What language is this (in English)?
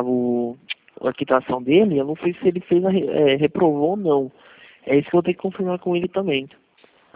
Portuguese